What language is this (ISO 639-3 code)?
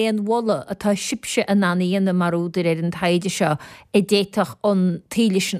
gle